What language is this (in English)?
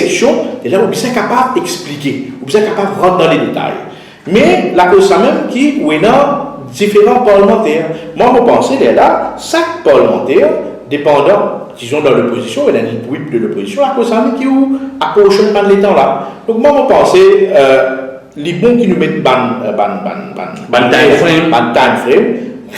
Morisyen